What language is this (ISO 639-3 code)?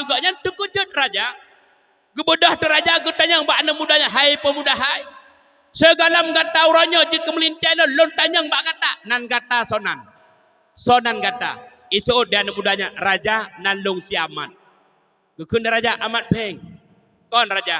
ace